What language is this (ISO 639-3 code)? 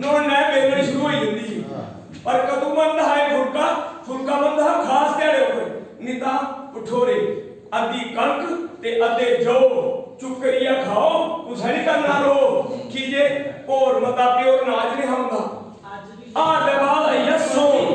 doi